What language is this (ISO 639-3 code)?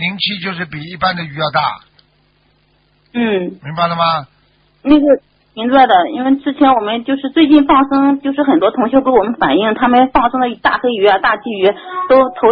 zho